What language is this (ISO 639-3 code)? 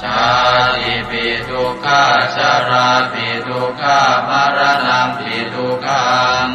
pli